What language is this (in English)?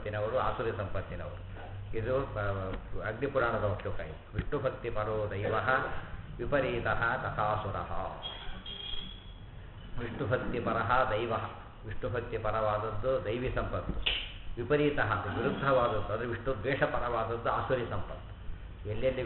Kannada